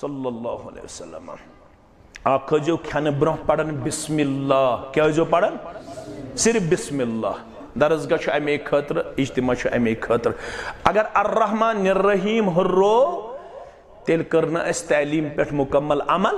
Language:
Kashmiri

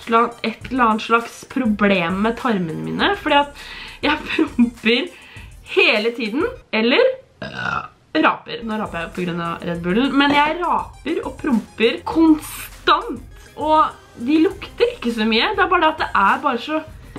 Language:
Norwegian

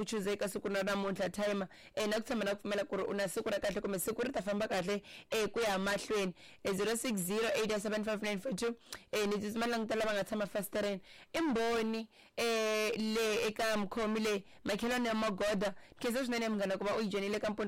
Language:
Tsonga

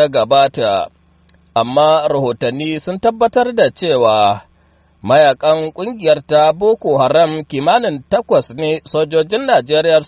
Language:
Hausa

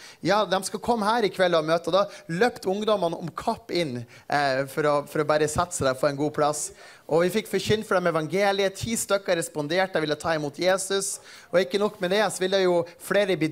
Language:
Norwegian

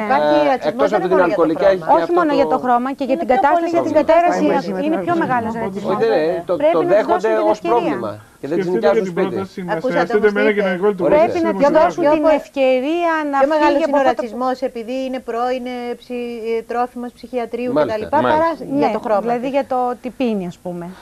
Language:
Greek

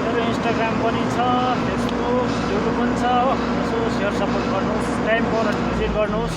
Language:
Nepali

